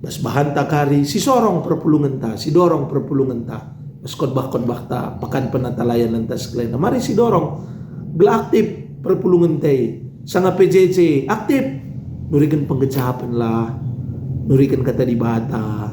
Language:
Batak Karo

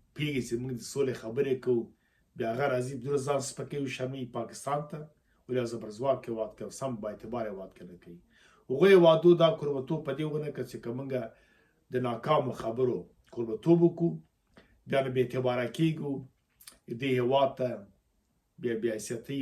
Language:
Pashto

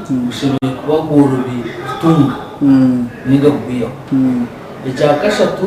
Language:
Nyankole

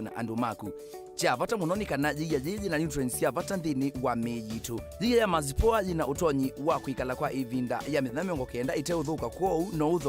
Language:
Kamba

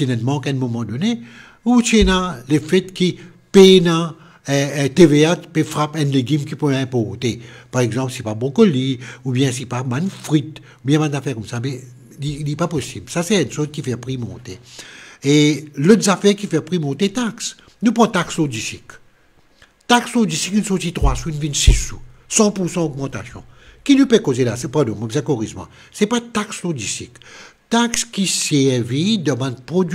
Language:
Morisyen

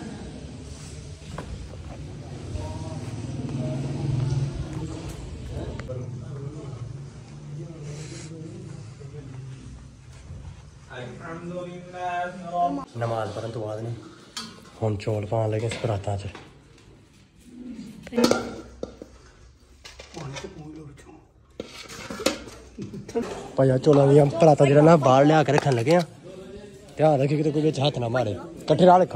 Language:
Punjabi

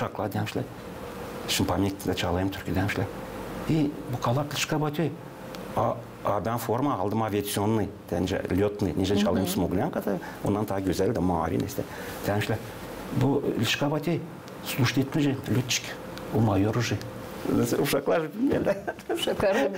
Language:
Gagauz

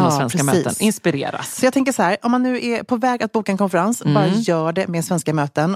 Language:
Swedish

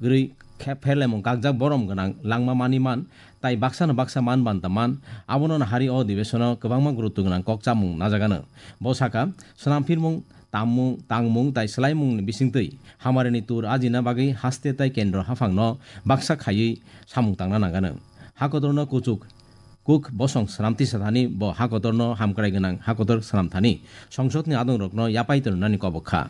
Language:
Kok Borok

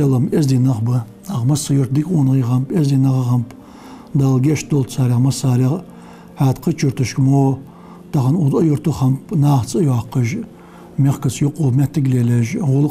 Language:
Ingush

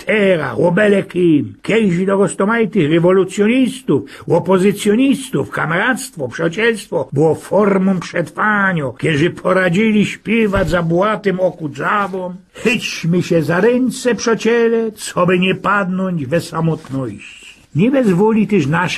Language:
Silesian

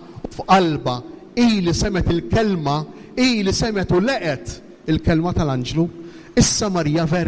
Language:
Maltese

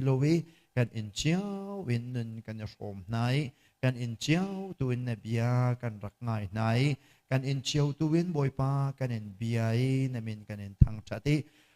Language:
Hakha Chin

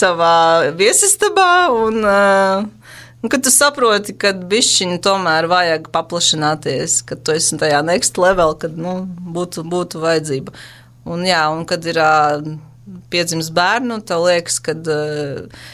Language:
Latvian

